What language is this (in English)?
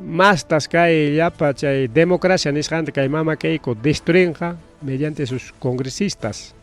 Ayacucho Quechua